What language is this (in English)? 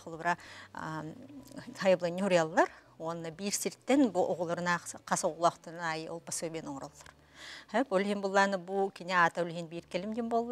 Yakut